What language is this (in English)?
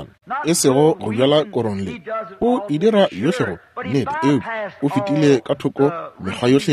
Northern Sotho